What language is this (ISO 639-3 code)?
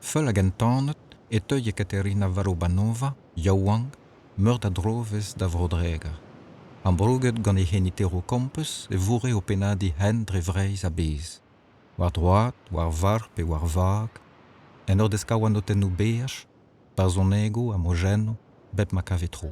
bre